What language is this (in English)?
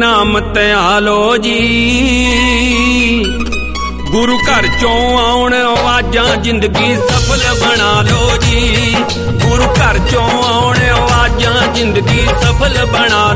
Punjabi